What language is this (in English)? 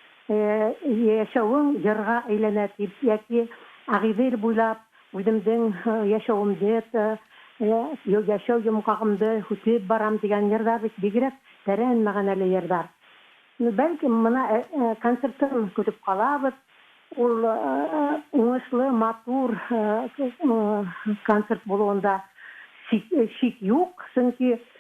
Bashkir